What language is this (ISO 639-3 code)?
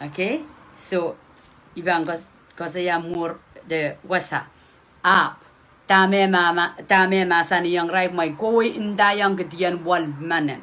pon